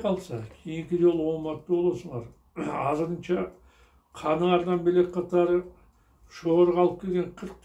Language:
Kyrgyz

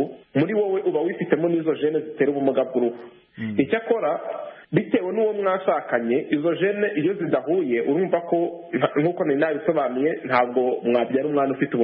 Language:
Kinyarwanda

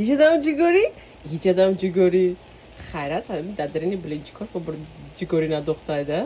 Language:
Tajik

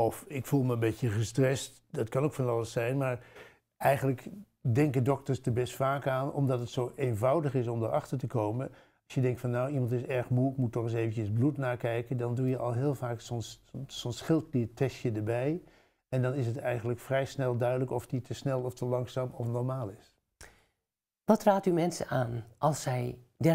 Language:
Dutch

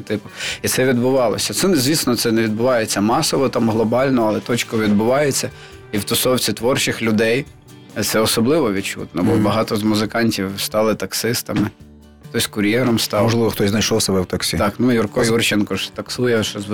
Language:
Ukrainian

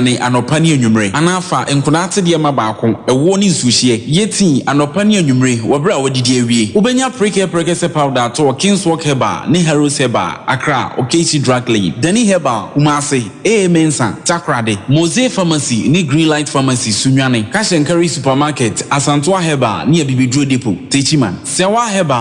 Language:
Akan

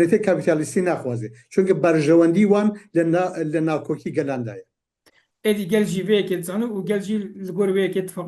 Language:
Kurdish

